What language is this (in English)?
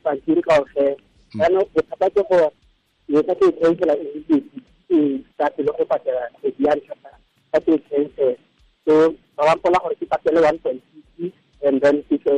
Tswana